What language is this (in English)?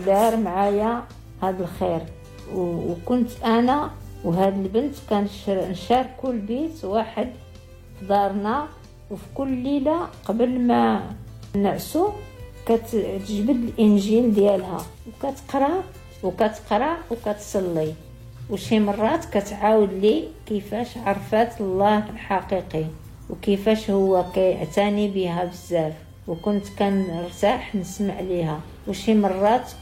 Moroccan Arabic